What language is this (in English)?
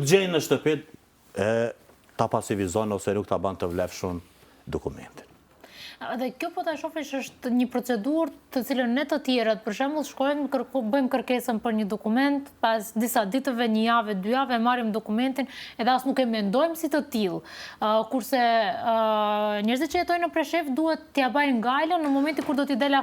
Albanian